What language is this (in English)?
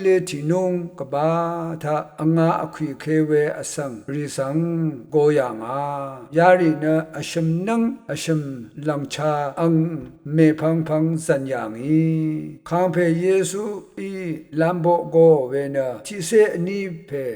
Rawang